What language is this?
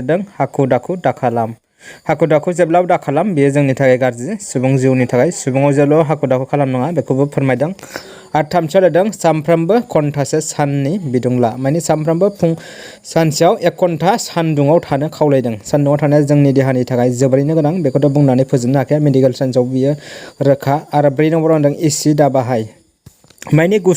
Bodo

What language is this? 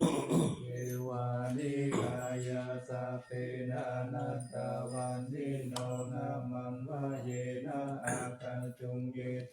Pali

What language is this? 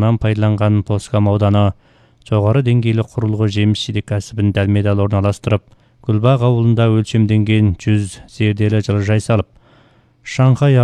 Kazakh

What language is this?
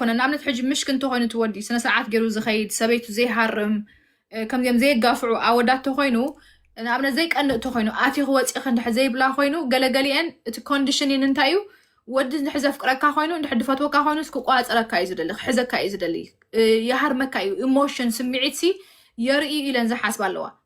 Tigrinya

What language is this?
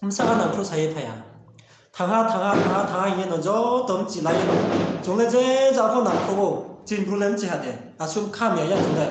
Riang (India)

